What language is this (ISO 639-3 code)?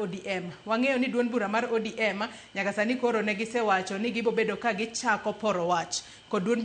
luo